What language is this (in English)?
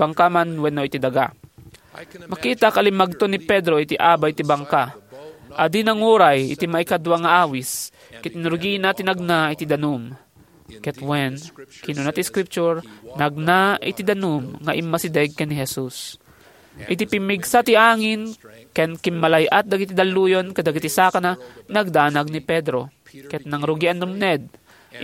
Iloko